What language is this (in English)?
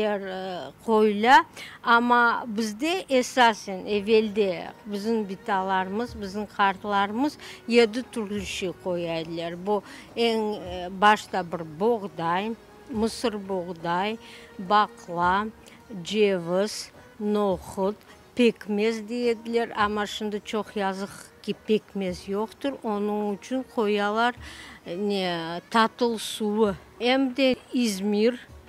Crimean Tatar